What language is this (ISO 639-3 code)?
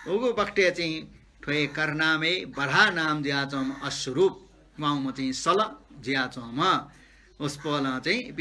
new